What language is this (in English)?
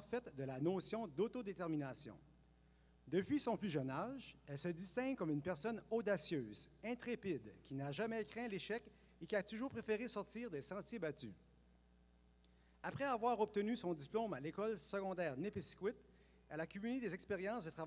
French